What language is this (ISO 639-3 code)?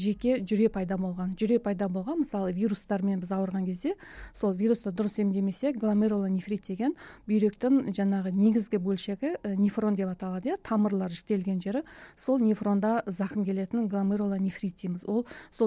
kaz